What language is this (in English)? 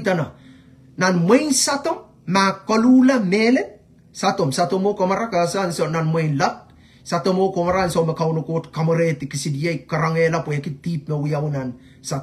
Pohnpeian